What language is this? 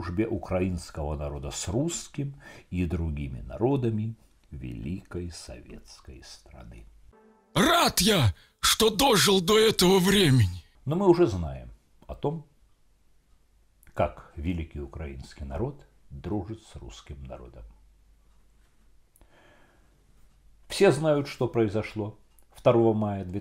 Russian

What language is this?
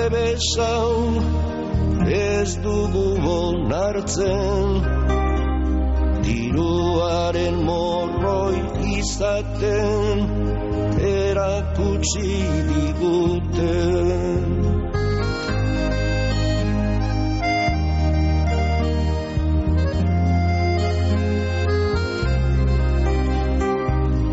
Basque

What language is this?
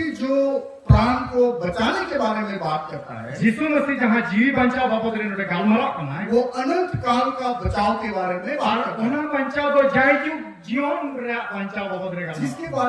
Santali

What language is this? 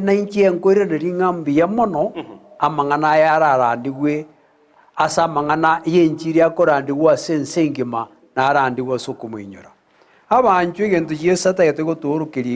Gusii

